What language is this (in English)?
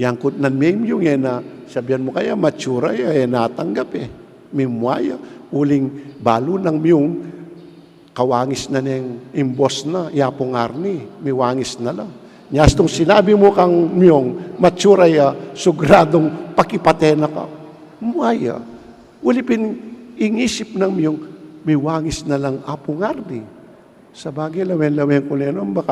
Pampanga